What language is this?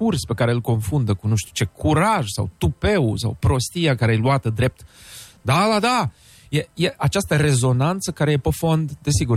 Romanian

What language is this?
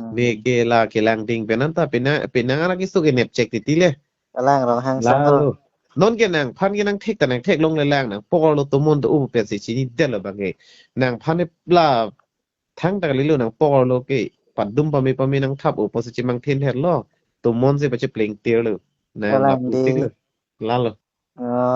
Karbi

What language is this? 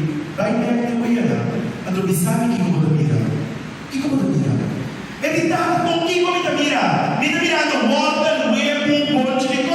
Papiamento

